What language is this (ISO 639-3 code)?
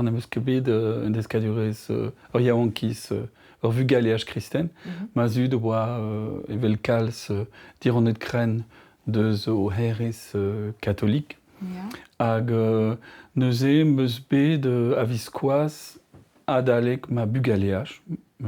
bre